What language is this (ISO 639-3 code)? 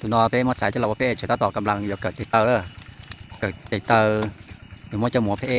hmn